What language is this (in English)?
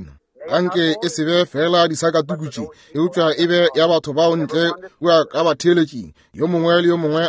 Northern Sotho